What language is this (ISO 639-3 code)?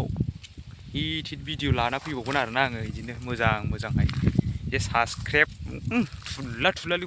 brx